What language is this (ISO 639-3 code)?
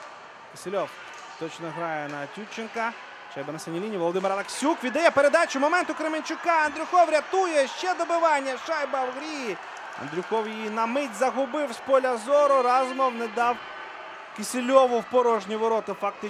ukr